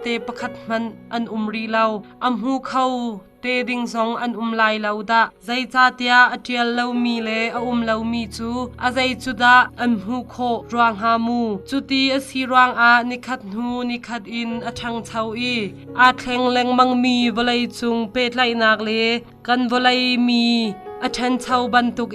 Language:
Hakha Chin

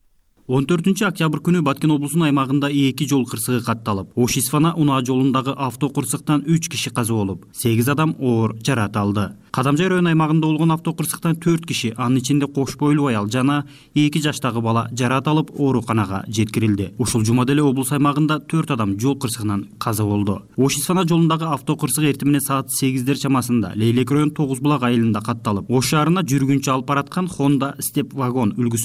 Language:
Kyrgyz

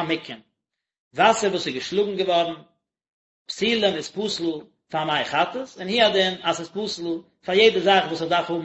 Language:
Yiddish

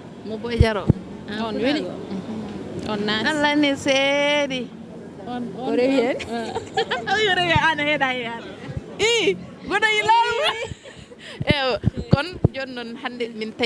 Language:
Fula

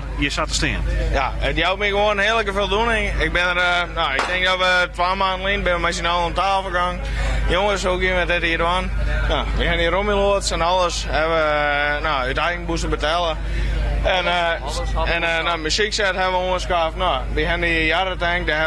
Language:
Western Frisian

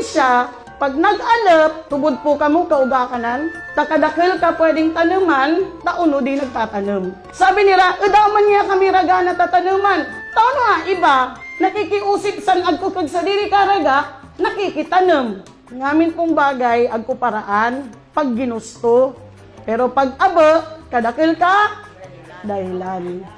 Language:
Bikol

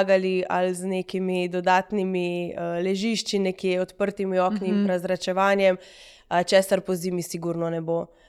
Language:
Slovenian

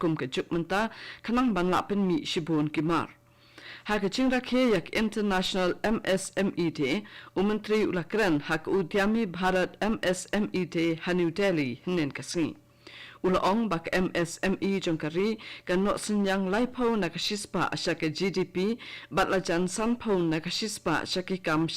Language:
Khasi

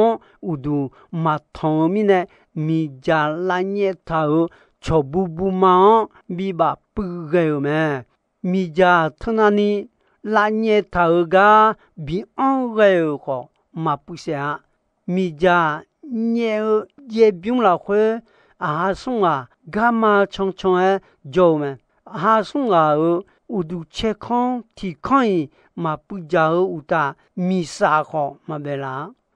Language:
Akha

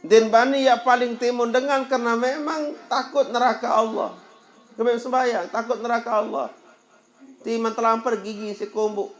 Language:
Sasak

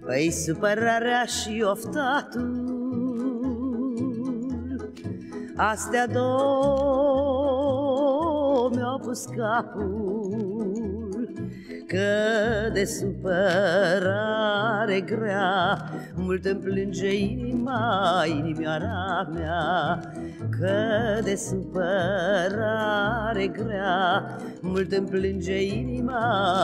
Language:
Romanian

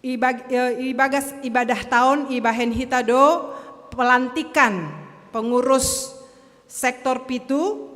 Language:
Batak Simalungun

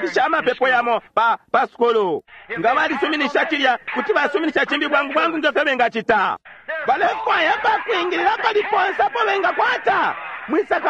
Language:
Bemba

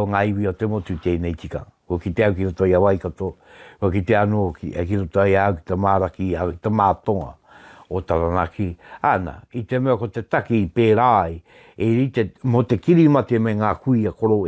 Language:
Māori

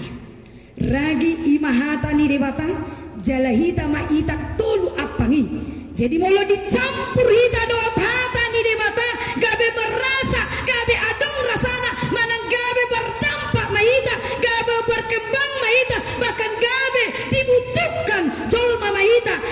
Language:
Batak Toba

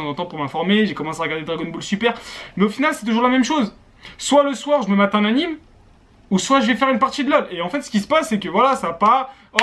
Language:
French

